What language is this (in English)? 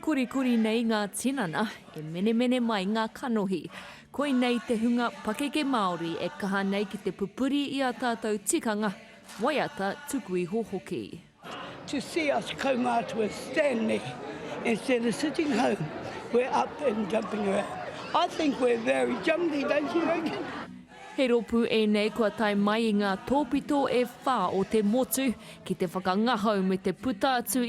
Māori